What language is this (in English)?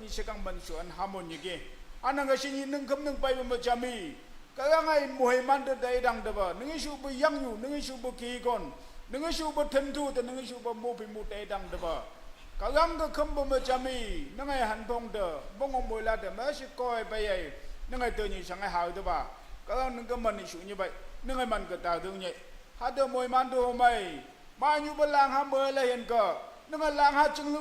Naga Pidgin